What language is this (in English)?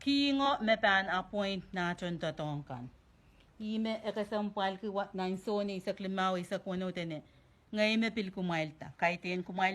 Pohnpeian